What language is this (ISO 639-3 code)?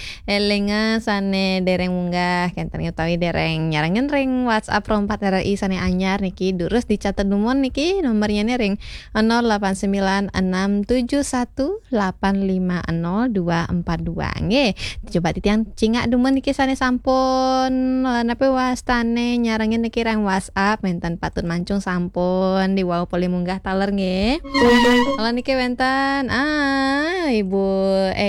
ban